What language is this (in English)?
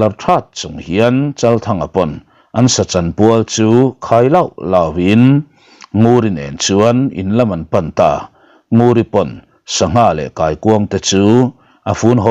Mizo